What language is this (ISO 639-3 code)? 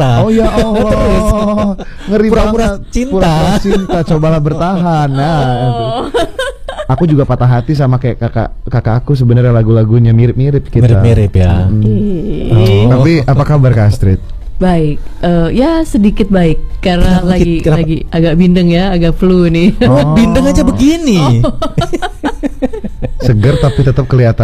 ind